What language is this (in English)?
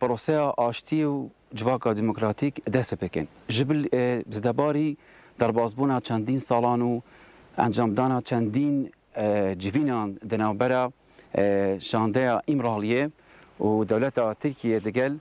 Kurdish